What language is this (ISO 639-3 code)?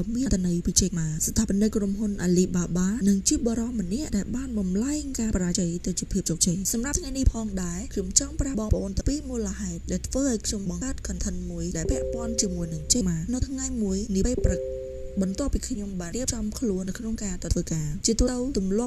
khm